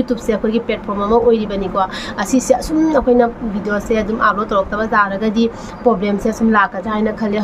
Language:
Manipuri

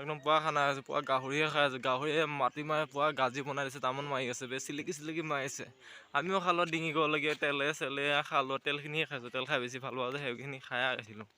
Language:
Assamese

